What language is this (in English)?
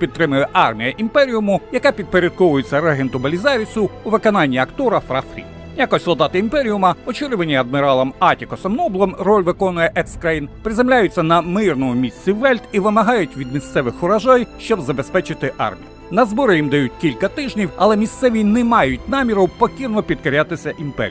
Ukrainian